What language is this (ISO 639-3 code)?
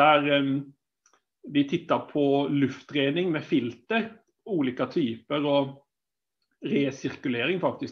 swe